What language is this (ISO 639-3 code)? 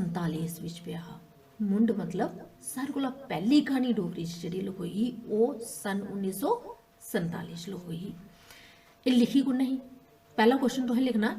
doi